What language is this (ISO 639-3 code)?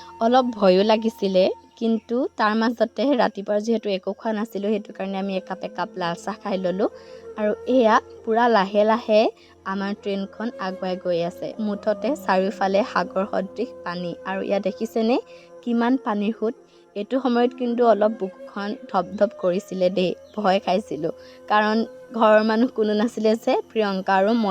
asm